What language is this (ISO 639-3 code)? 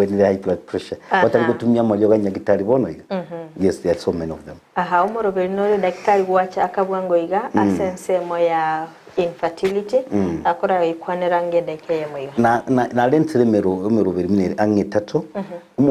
guz